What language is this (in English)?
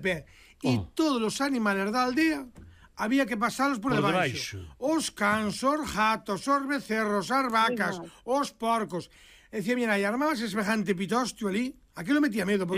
Galician